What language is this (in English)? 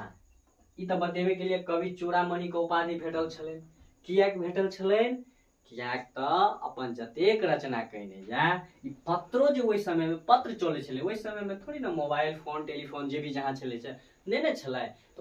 Maithili